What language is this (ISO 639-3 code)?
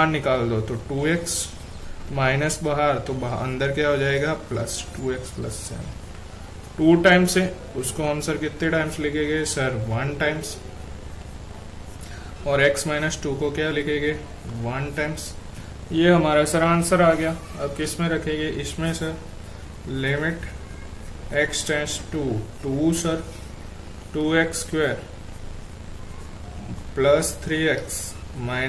hin